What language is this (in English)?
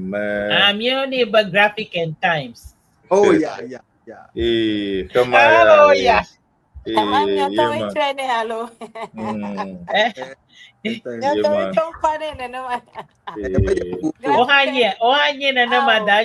Ewe